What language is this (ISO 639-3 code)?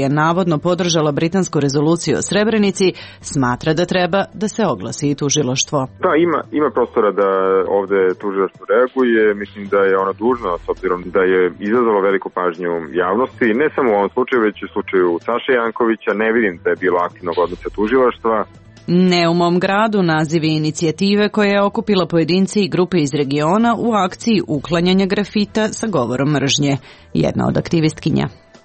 srp